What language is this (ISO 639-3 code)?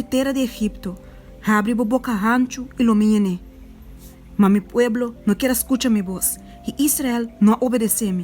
pap